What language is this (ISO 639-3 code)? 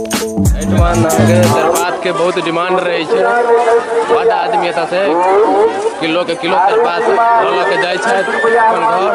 mai